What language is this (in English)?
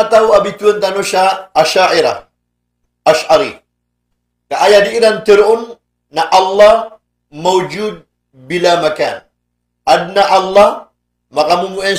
Maranao